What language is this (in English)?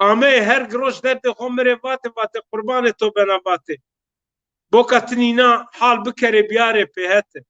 Zaza